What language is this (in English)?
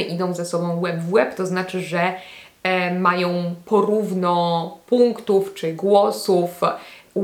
Polish